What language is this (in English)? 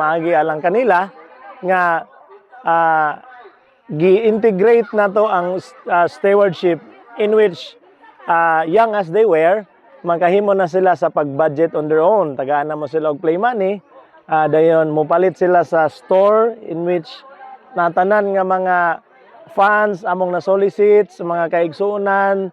Cebuano